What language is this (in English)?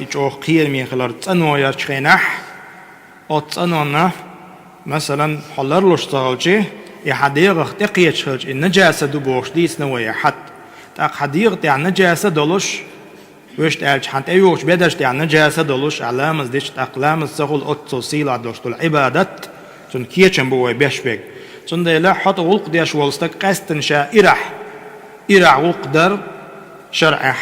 Chechen